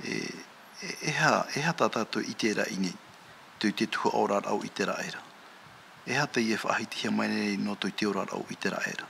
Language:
Tahitian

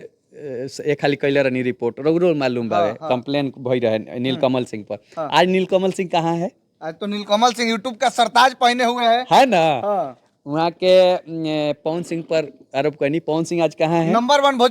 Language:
Bhojpuri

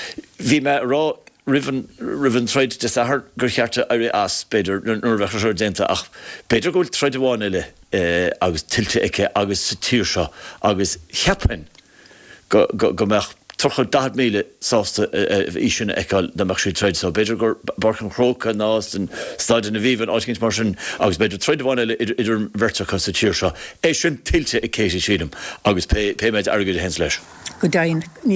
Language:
Irish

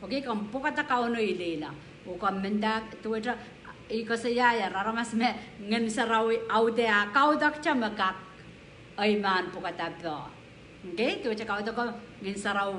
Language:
Pohnpeian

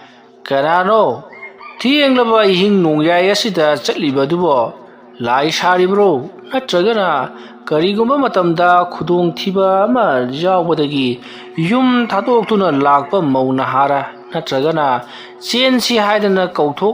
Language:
Manipuri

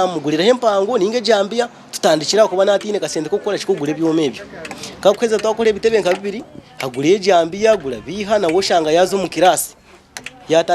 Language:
Nyankole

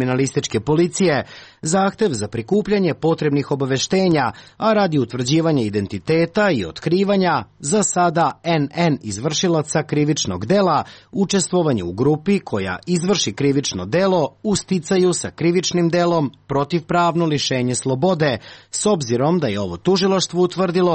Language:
Serbian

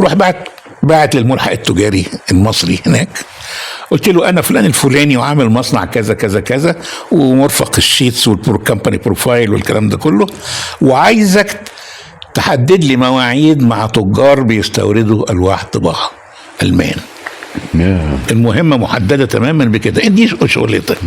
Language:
Egyptian Arabic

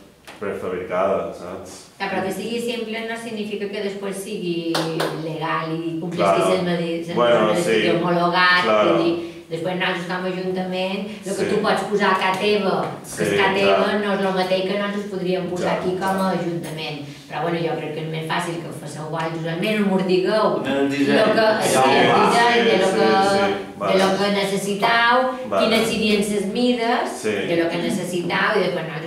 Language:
Catalan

